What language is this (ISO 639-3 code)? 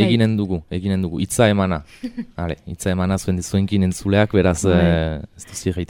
eus